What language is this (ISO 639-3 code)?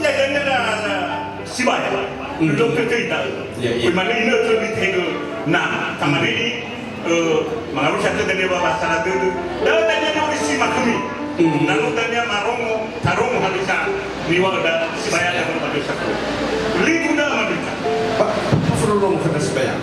nia